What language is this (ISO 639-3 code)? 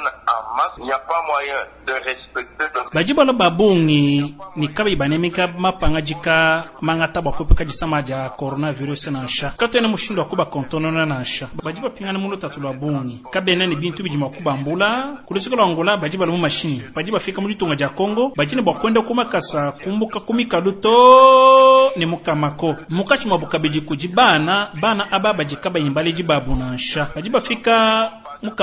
lua